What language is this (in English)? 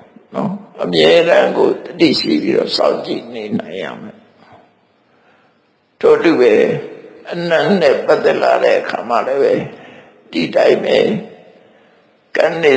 Burmese